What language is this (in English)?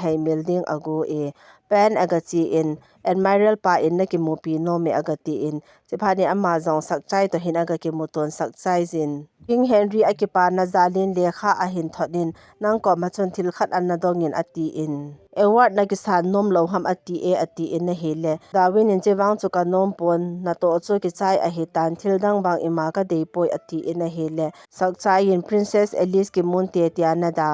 Thado Chin